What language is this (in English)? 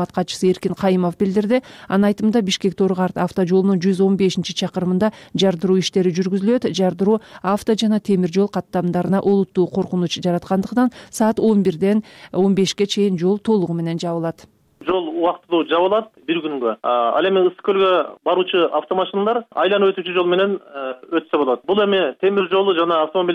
Kyrgyz